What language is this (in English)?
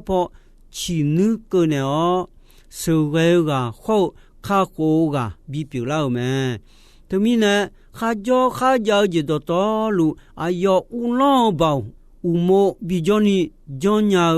Akha